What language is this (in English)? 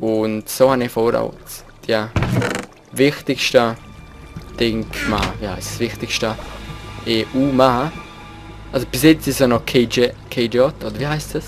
Swiss German